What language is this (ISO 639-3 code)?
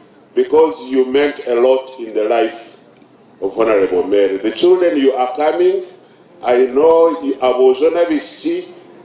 nyn